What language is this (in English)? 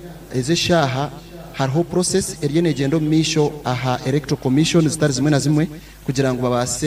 Nyankole